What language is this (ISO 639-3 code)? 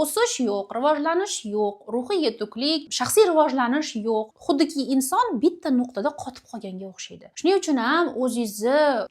uzb